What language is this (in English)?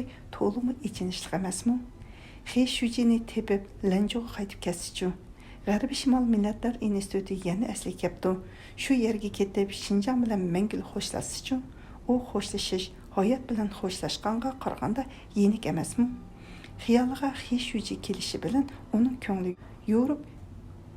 Uyghur